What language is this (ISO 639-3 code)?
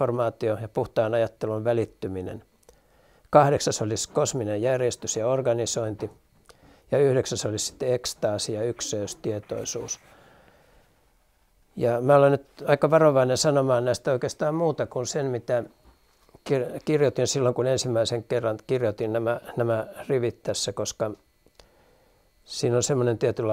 fin